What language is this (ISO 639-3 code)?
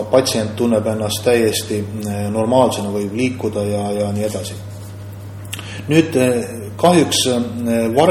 est